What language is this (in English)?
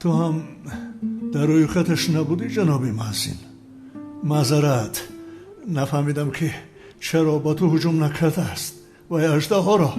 Tajik